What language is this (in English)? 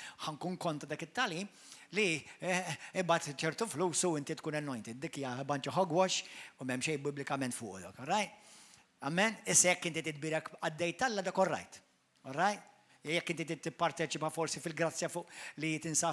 Maltese